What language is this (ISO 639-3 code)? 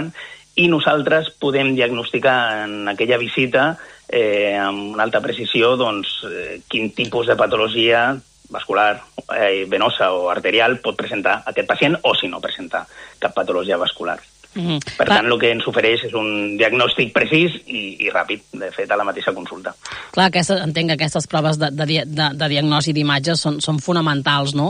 cat